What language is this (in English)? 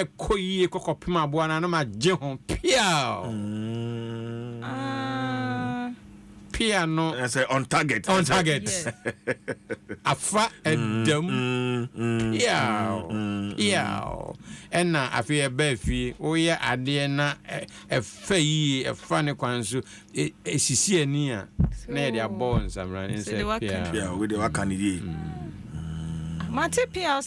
Akan